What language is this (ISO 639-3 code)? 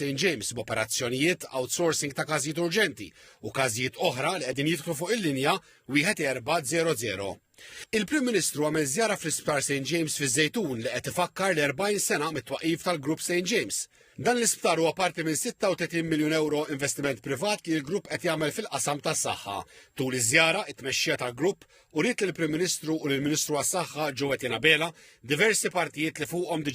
mlt